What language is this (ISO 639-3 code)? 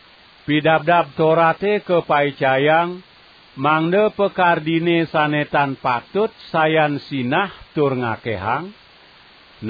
ban